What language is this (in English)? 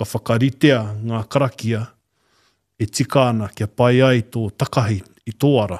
Māori